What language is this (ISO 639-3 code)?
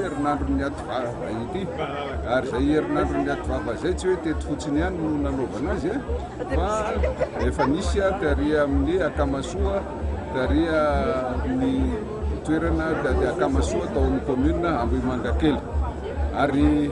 mlg